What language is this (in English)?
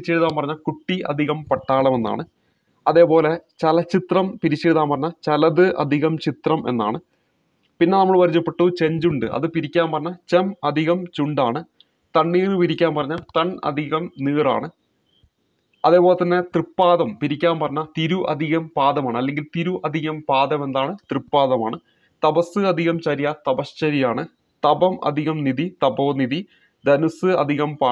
Malayalam